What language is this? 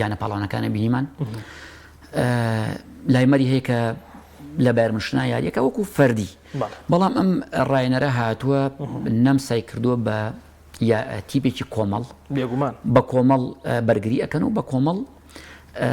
Central Kurdish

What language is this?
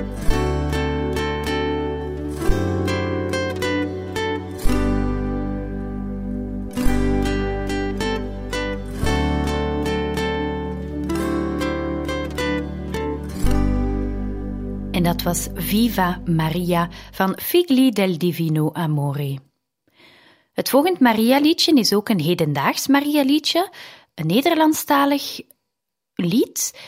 Dutch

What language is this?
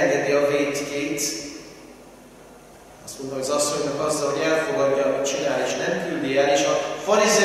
Hungarian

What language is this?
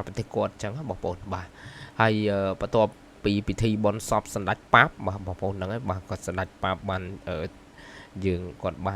Khmer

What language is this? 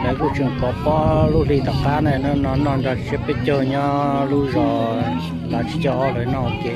Hmong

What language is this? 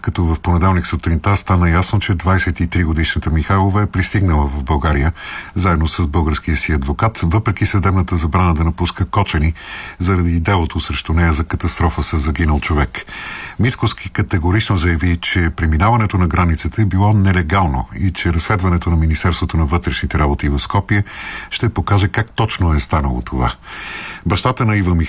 Bulgarian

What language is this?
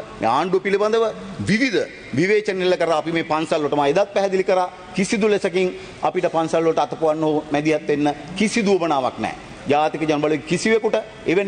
Sinhala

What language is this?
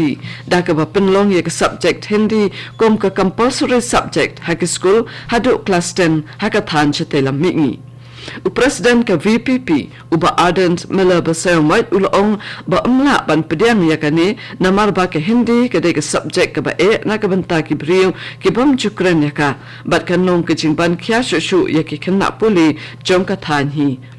Khasi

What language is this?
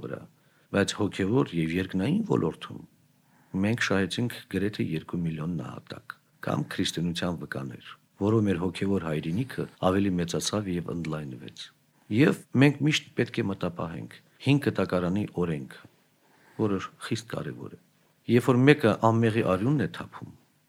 Armenian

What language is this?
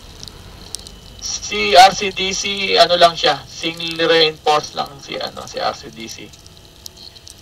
Filipino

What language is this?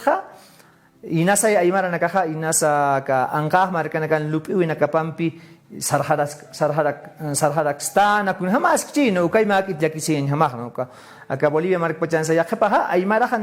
Aymara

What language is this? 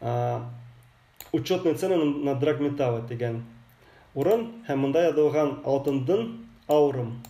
Bashkir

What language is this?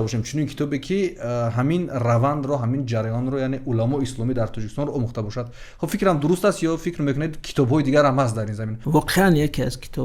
Tajik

